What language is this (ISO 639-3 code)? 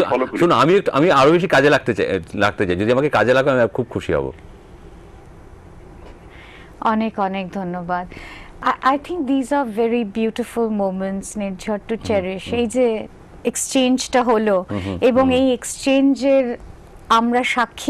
ben